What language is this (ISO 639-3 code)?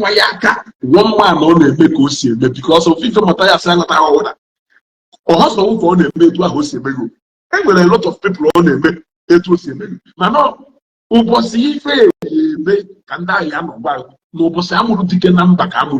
ibo